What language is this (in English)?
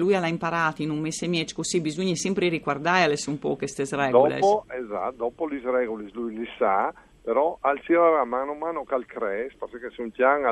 Friulian